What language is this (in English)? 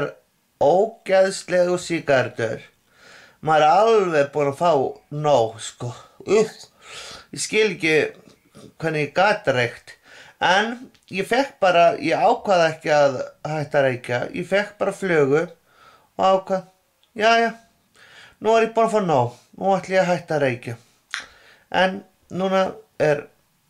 Icelandic